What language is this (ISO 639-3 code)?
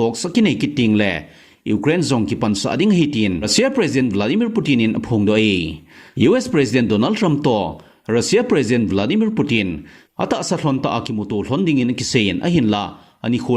tcz